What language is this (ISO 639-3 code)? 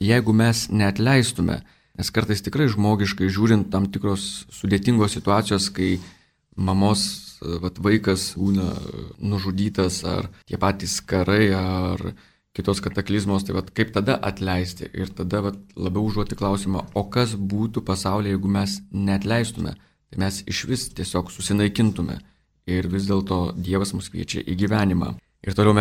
lit